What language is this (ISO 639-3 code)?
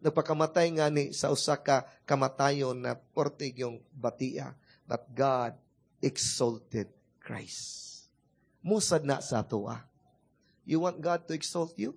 ceb